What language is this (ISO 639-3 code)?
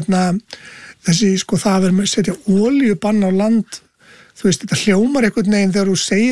isl